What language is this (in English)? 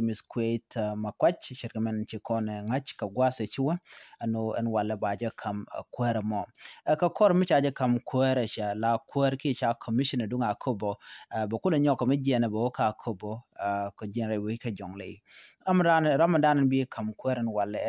Nuer